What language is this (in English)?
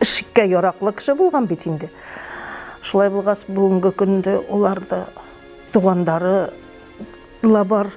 Bashkir